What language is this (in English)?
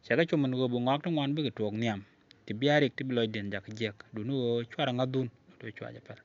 Nuer